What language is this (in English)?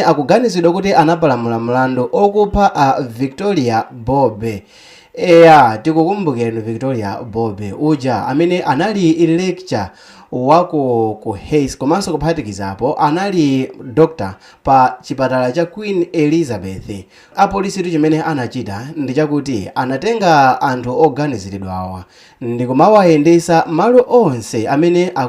Nyanja